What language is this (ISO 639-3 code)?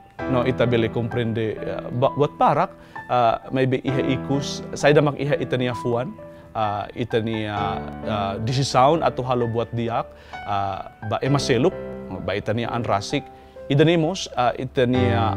tet